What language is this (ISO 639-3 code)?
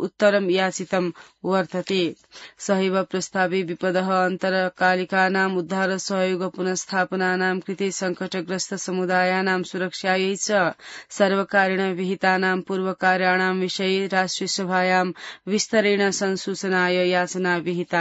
san